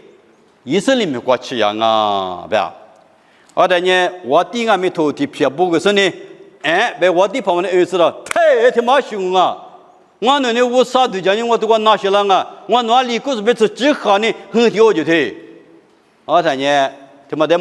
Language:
Lisu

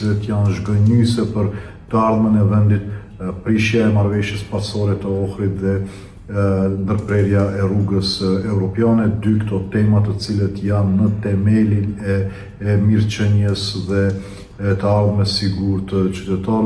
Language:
Albanian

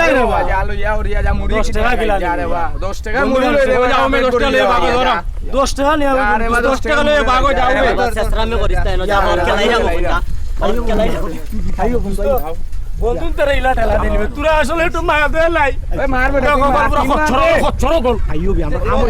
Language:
Sylheti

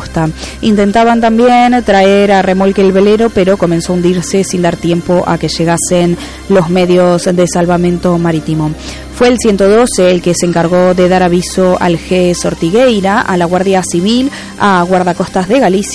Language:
Spanish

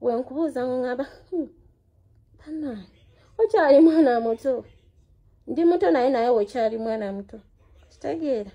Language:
Ganda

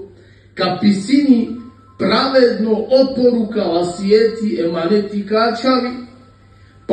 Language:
Balkan Romani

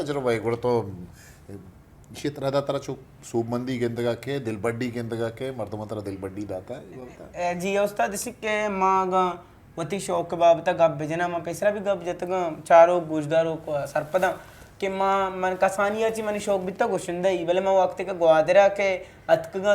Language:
Eastern Balochi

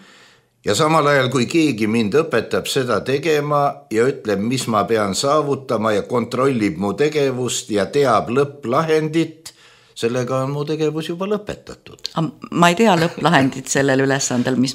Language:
Estonian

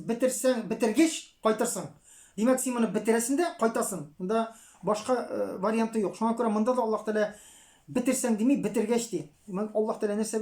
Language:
Tatar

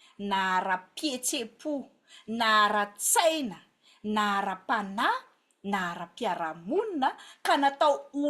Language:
Malagasy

